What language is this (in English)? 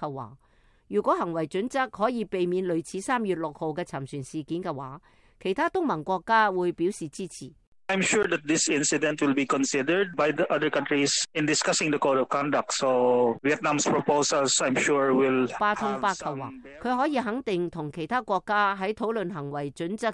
Cantonese